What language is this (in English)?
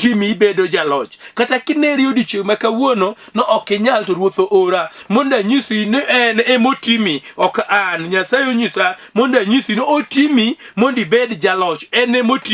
Luo (Kenya and Tanzania)